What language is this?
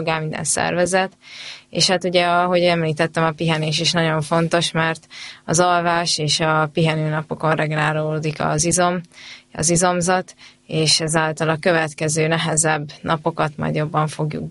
Hungarian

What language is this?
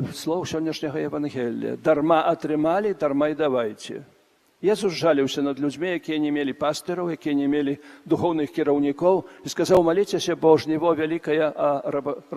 Belarusian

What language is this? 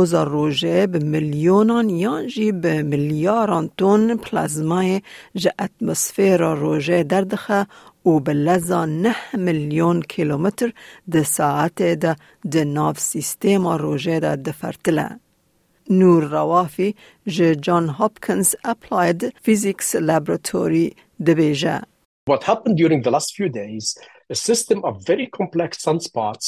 Kurdish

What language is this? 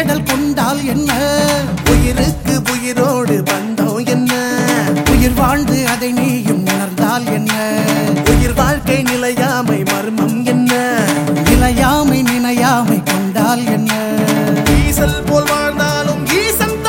Tamil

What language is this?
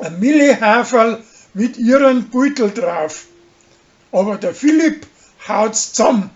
Bavarian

